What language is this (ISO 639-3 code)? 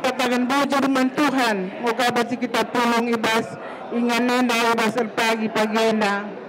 btx